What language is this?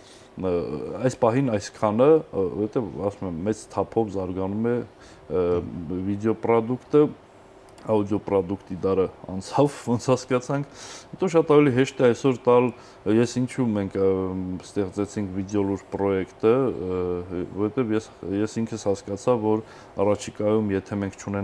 Armenian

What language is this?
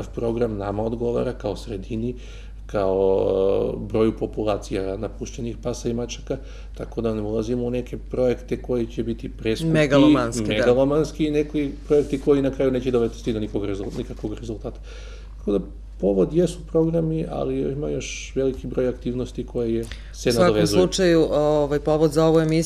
Serbian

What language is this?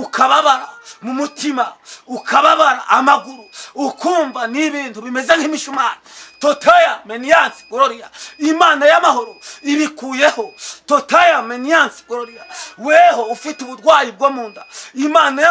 Kinyarwanda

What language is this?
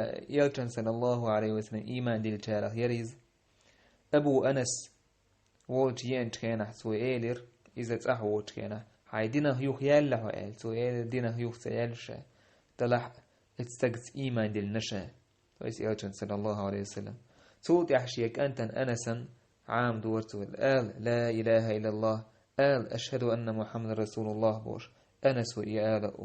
Chechen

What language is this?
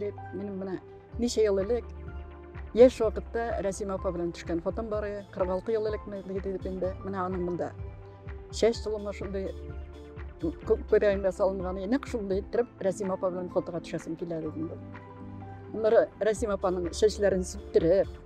Tatar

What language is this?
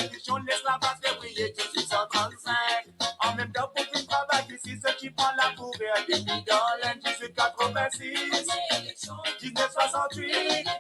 Morisyen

